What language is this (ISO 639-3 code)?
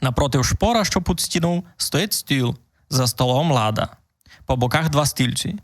rue